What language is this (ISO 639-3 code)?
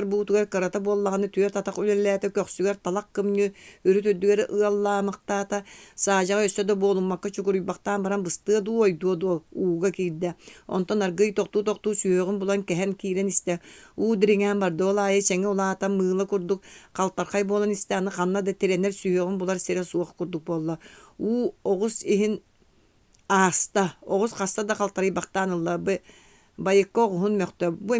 sah